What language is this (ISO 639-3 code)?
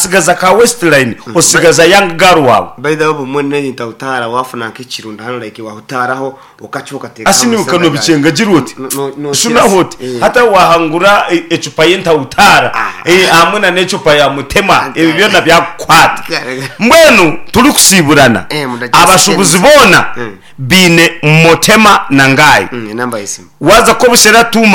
nyn